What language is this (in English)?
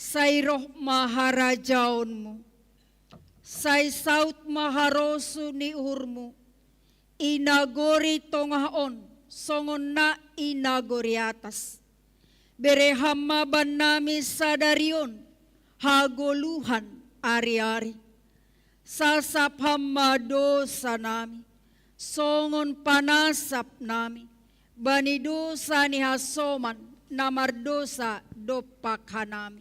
Batak Simalungun